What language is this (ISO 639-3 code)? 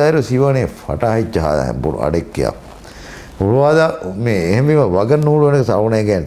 div